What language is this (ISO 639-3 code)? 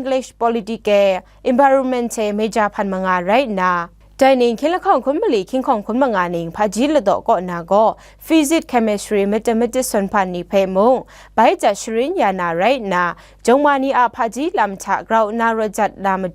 kac